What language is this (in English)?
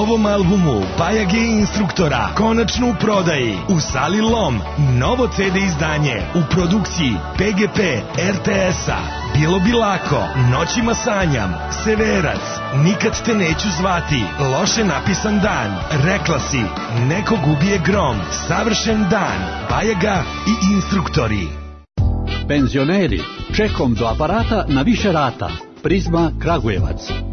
Serbian